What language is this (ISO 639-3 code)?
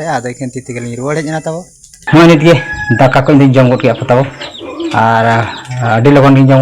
sat